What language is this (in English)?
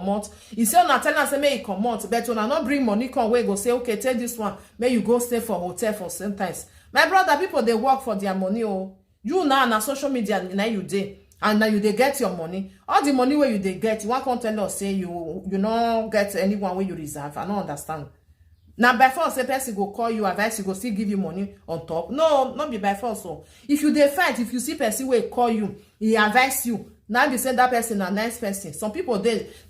Nigerian Pidgin